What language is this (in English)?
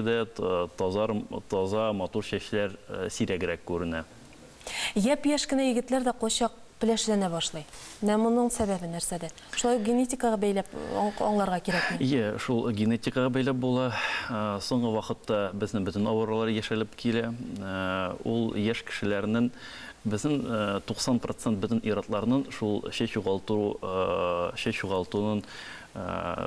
Tatar